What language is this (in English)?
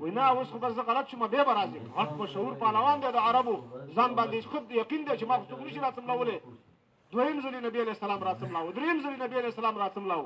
Pashto